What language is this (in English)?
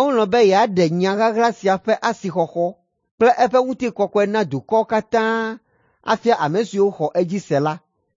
Ewe